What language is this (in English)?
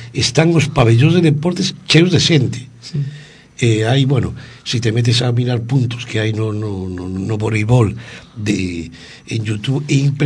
Galician